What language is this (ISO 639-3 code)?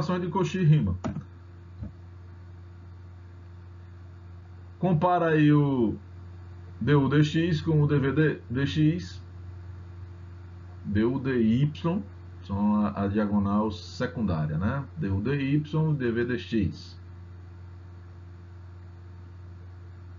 por